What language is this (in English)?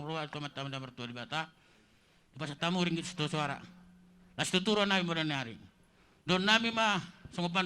Batak Toba